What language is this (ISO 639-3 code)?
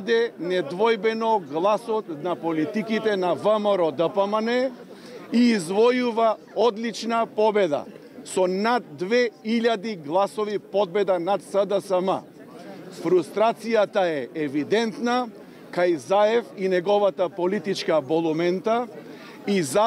mkd